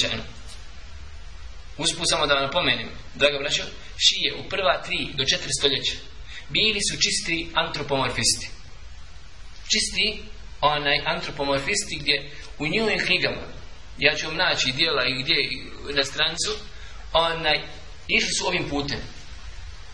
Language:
Bosnian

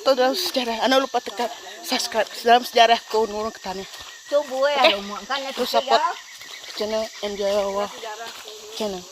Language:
Iban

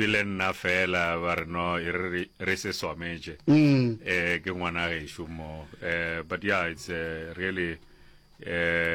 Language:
Northern Sotho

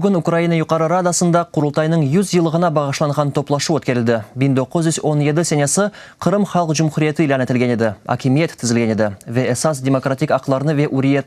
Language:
Crimean Tatar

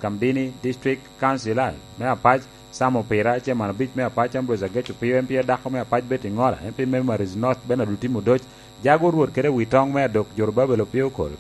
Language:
Lango (Uganda)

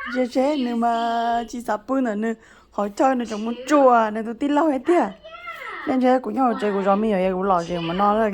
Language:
Hmong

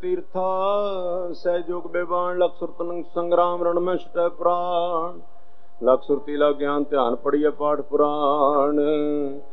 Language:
Punjabi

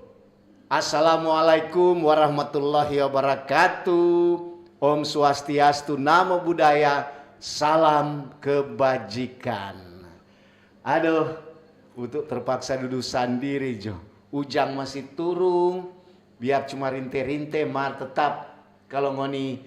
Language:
Manado Malay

